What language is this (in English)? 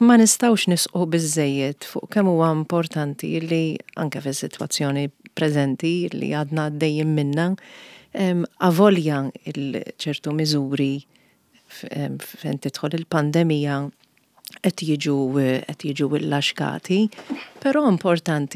Maltese